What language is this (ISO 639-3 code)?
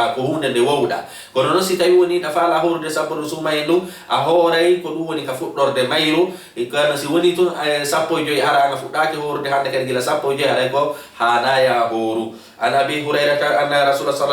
ful